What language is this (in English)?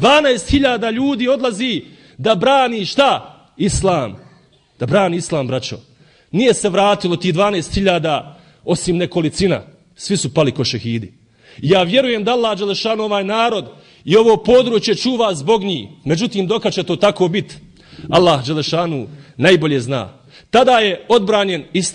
Bosnian